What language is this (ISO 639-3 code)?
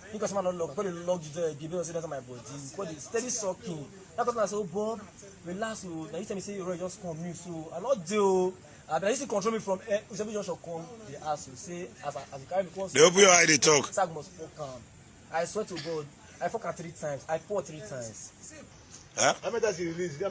pcm